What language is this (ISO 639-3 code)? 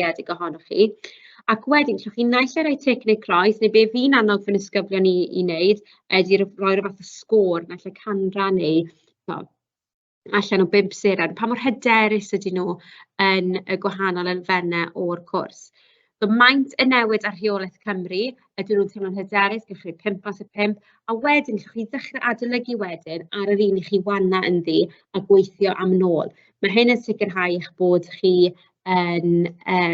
cym